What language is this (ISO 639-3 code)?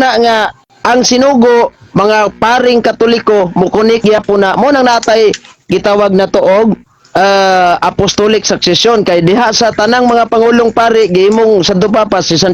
ceb